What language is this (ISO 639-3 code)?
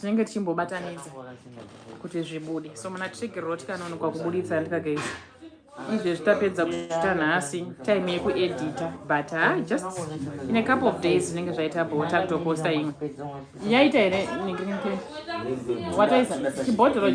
sna